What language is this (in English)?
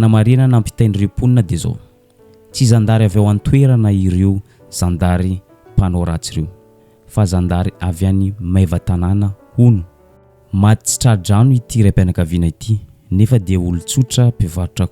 Malagasy